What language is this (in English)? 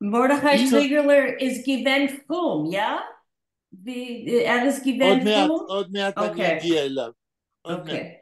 Yiddish